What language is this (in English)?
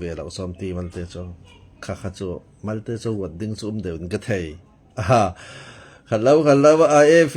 Falam Chin